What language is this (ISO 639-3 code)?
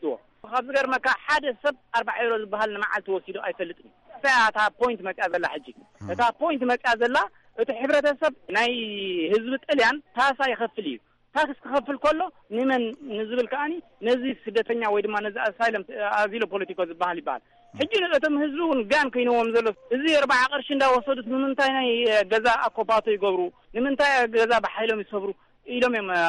tir